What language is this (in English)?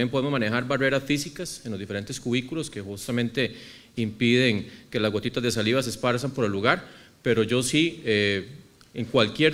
Spanish